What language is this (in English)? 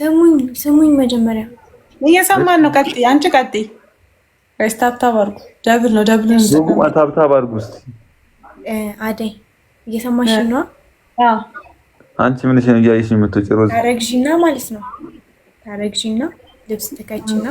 Amharic